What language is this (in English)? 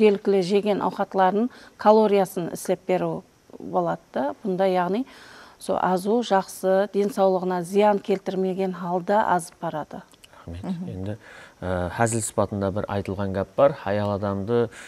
Kara-Kalpak